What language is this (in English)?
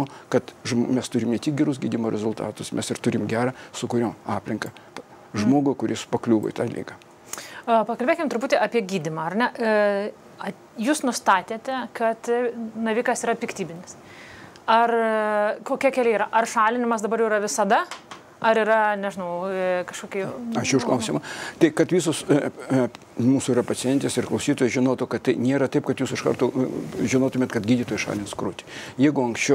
Lithuanian